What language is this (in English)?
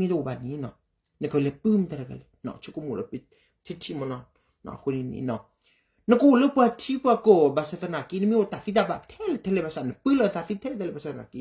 S'gaw Karen